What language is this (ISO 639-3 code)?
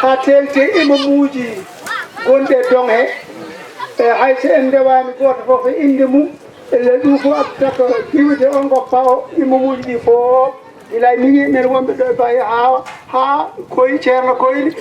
ful